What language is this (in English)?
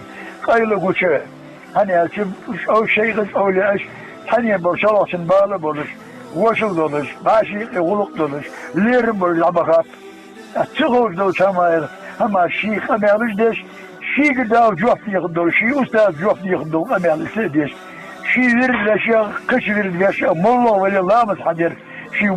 Ingush